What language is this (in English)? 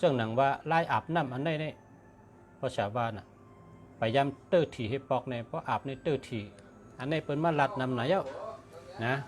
Shan